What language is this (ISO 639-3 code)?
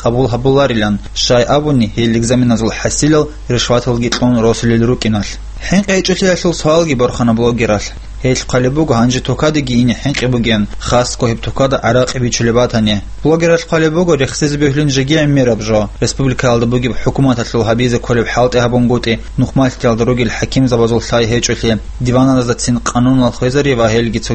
ava